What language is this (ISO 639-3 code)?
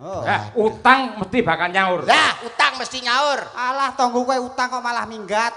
jav